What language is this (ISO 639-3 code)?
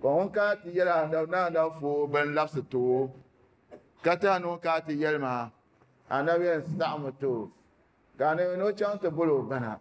dag